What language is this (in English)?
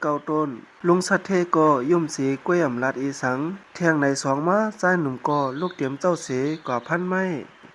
Shan